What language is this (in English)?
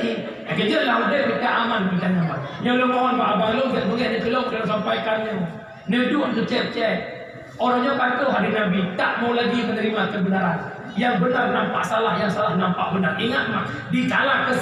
Achinese